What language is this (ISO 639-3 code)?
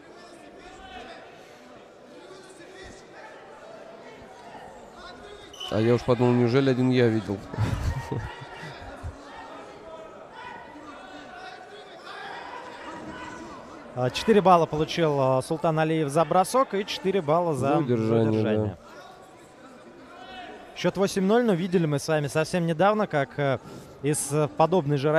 rus